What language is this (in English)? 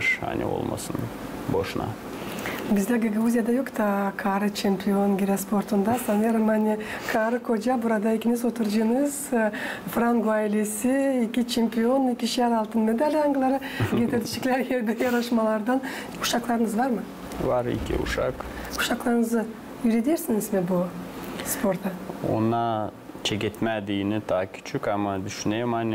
Gagauz